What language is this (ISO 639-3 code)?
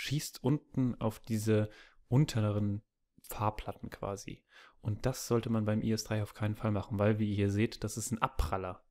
deu